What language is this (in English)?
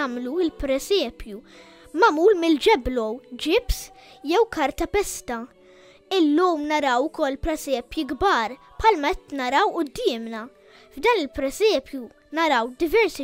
Maltese